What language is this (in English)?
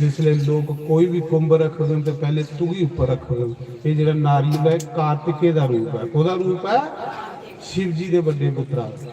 Dogri